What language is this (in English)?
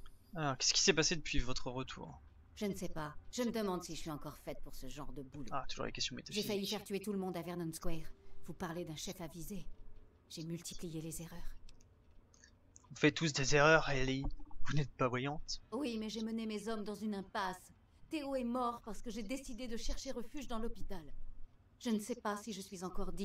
French